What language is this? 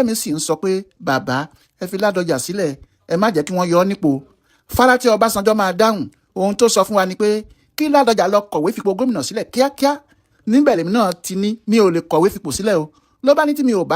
Yoruba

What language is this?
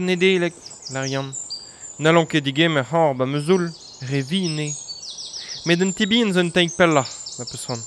Breton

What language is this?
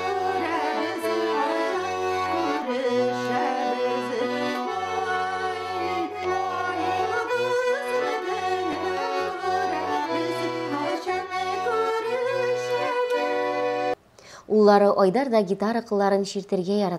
Tatar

